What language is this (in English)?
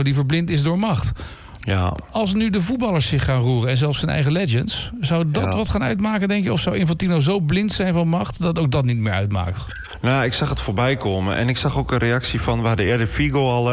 Dutch